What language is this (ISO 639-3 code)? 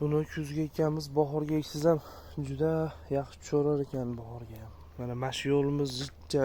uzb